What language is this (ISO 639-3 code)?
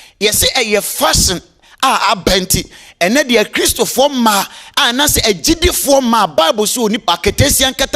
aka